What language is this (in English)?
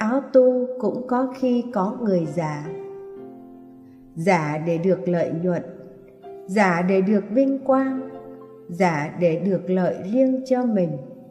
Vietnamese